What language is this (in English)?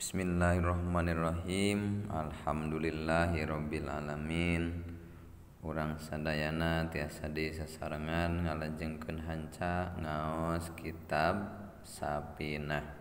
Sundanese